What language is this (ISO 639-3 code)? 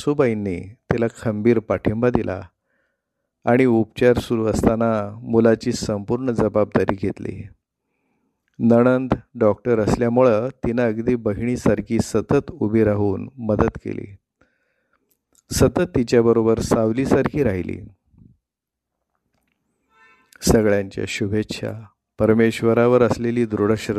mar